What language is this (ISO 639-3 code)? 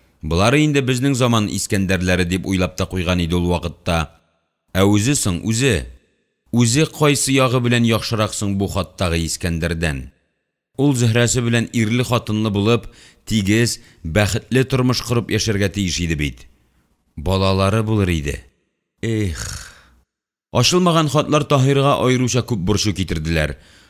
tat